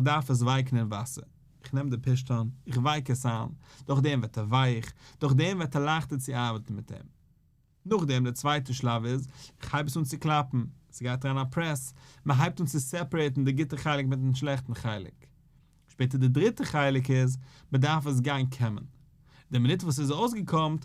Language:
Yiddish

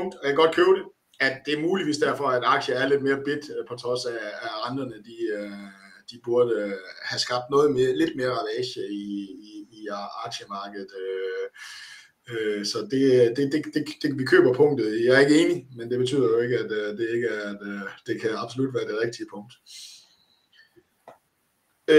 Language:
Danish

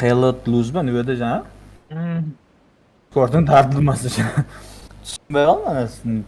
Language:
Kara-Kalpak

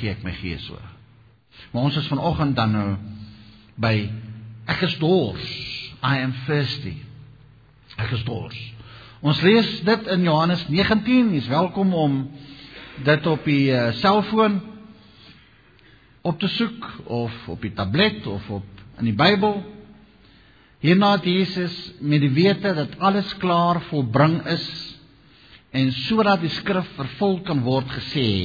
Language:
Afrikaans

